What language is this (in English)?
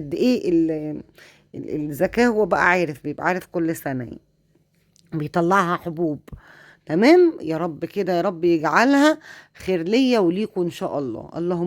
Egyptian Arabic